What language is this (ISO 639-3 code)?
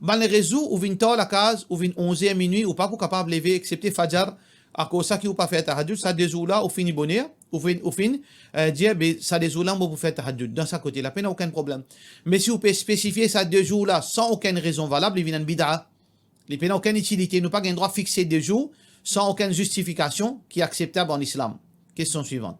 mfe